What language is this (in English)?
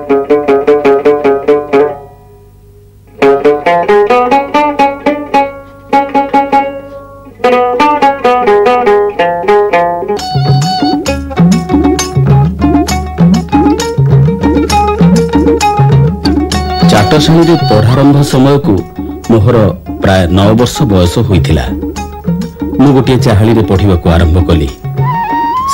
Odia